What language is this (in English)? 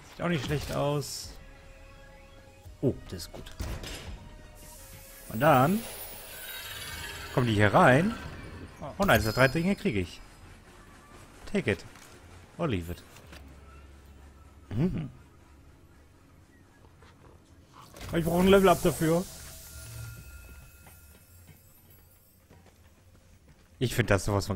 German